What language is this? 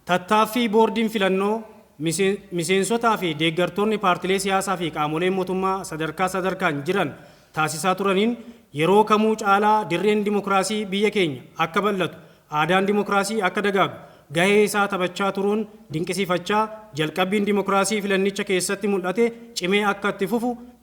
Oromo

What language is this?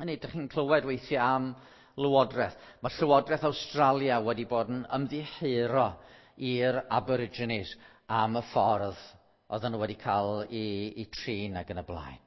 Welsh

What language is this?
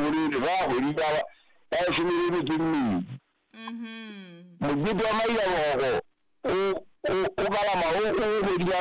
Southern Sotho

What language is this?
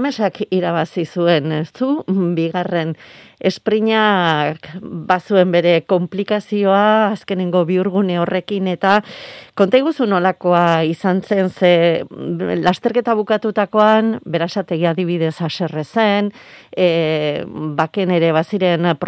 Basque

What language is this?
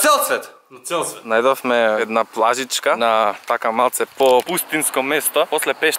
Macedonian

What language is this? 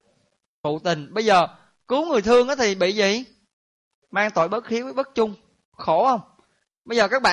Vietnamese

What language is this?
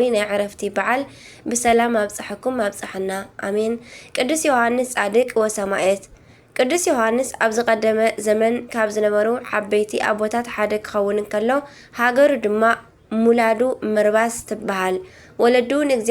Tigrinya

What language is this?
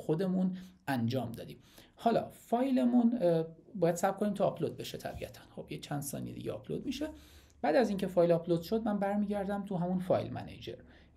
Persian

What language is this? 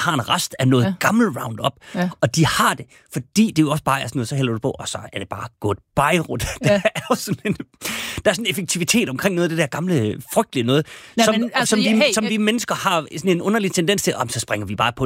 Danish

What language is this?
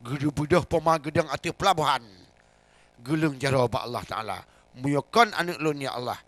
Achinese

